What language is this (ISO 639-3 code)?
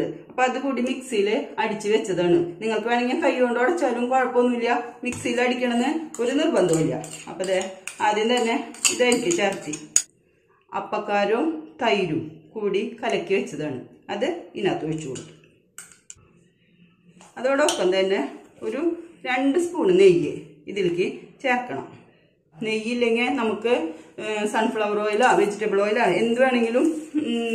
mal